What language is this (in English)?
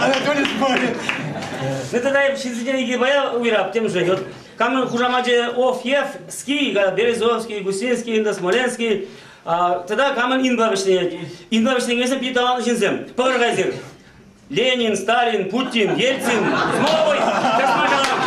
Chuvash